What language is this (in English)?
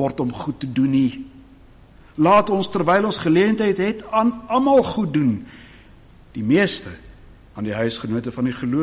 Afrikaans